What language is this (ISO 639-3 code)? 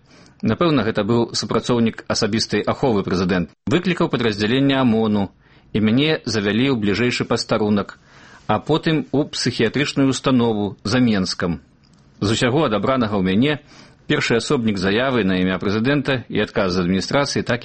bel